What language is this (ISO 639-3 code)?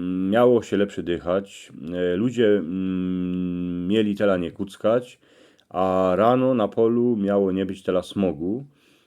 szl